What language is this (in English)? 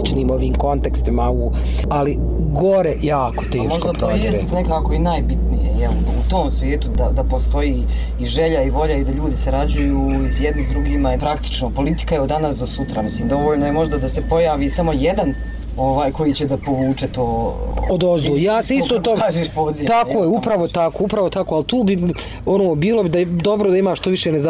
Bosnian